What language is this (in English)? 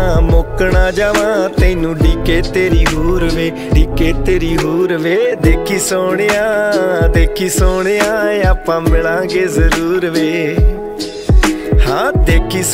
Punjabi